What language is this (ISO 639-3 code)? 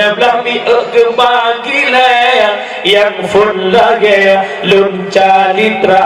ace